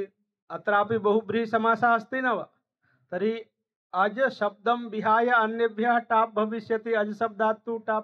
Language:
Sanskrit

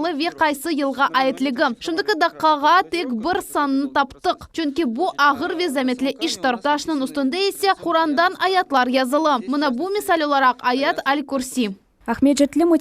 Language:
Crimean Tatar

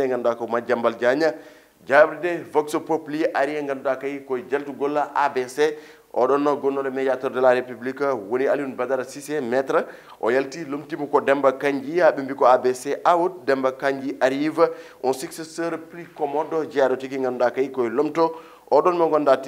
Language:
Fula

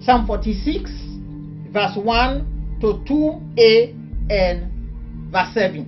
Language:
Krio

